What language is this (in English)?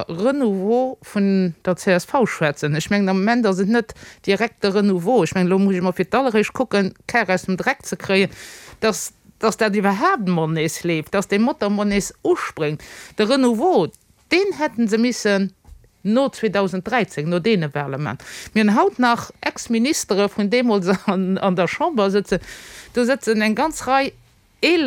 Luxembourgish